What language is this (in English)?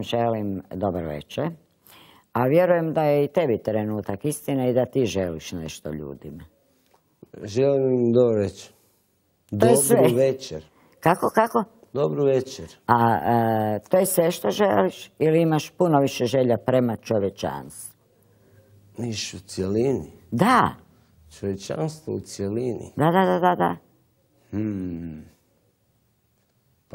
Croatian